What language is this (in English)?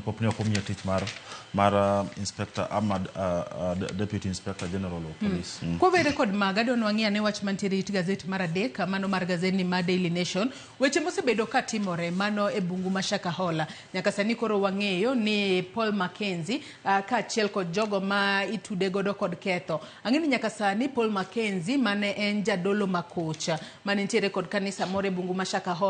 Luo (Kenya and Tanzania)